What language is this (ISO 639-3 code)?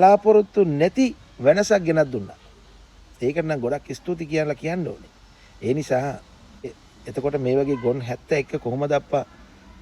sin